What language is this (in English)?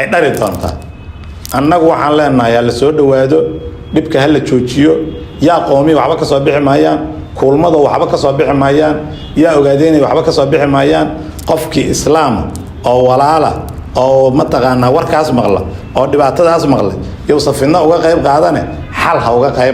Somali